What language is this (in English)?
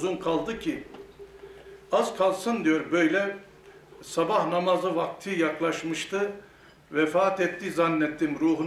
Turkish